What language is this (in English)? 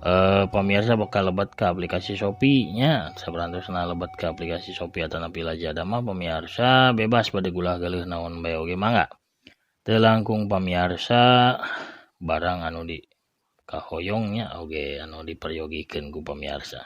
Sundanese